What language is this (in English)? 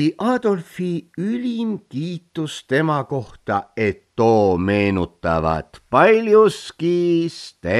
Estonian